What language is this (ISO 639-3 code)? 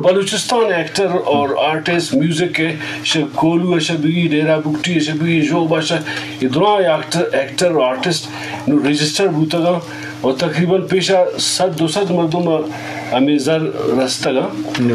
bgp